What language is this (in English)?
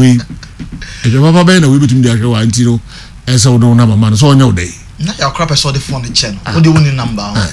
Akan